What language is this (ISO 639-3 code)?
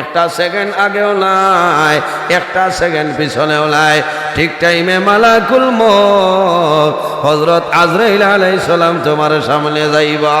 syl